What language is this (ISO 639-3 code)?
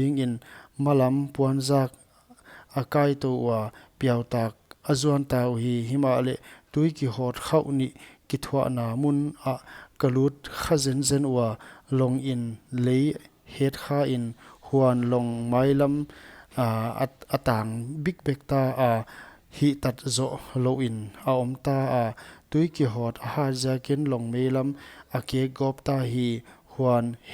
pck